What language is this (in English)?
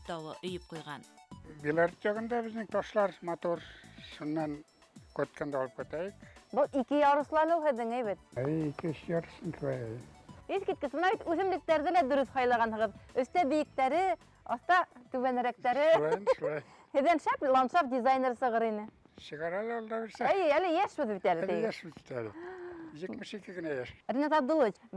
Bashkir